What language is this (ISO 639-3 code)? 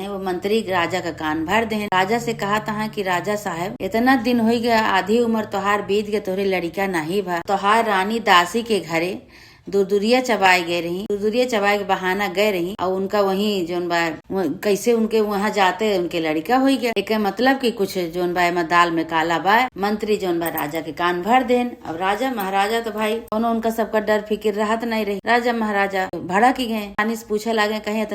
awa